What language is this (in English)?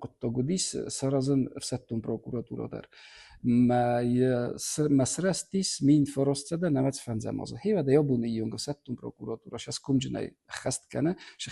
Ossetic